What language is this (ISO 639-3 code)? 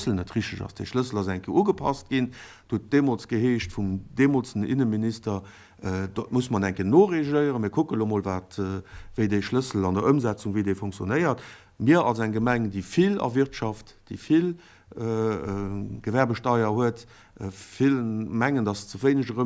ltz